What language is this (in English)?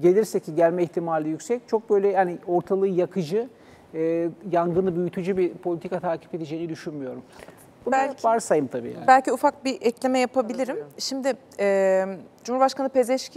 Turkish